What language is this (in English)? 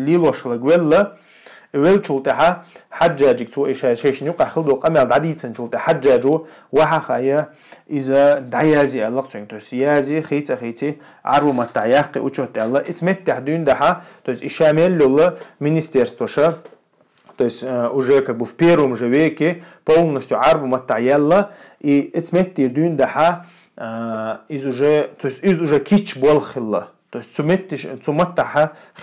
Chechen